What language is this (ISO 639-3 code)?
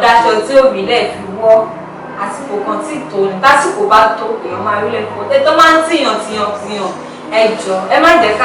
yor